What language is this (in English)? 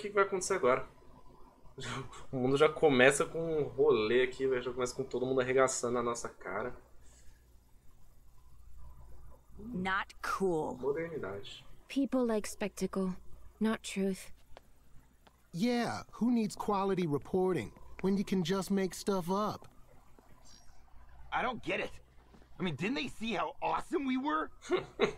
Portuguese